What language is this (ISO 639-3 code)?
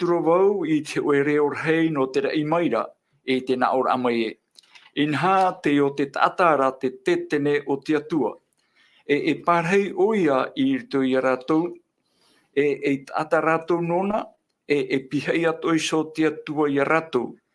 tah